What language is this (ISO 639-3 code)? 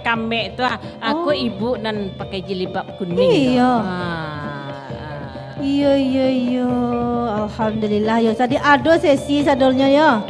min